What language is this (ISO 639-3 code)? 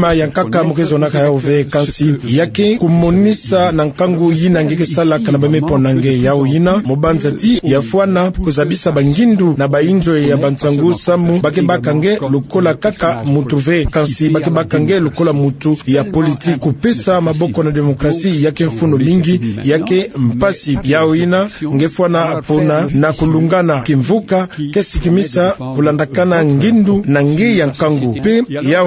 ktu